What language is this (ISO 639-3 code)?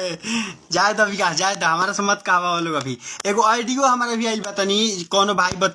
bho